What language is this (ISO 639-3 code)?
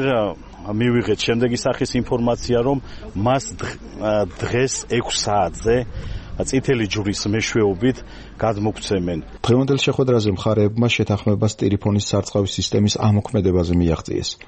kat